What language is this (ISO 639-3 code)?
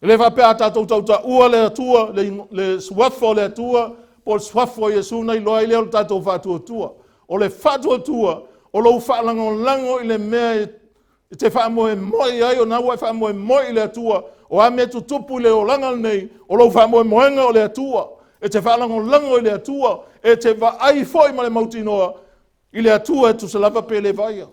smo